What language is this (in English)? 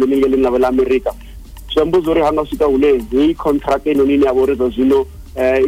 Venda